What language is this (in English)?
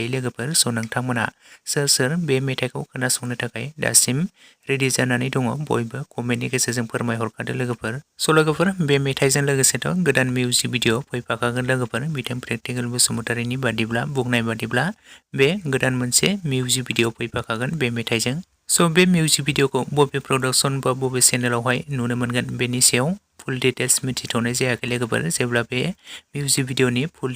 Bodo